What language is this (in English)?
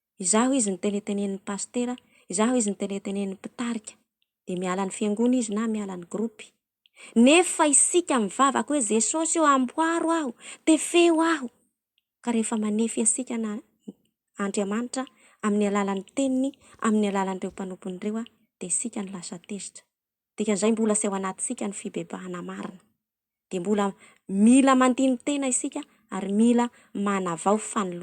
Malagasy